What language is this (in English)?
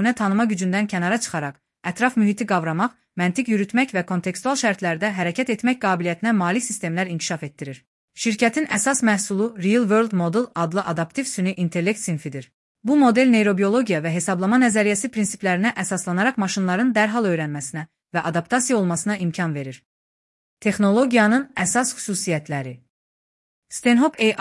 Azerbaijani